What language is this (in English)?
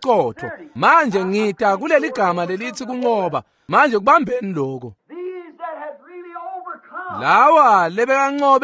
Swati